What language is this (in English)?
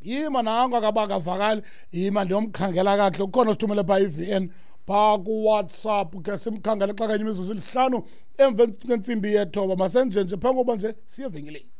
Xhosa